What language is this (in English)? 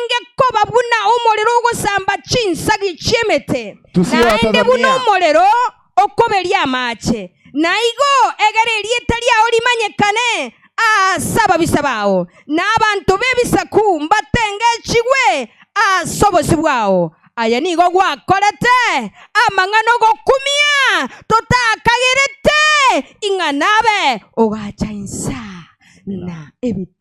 Gusii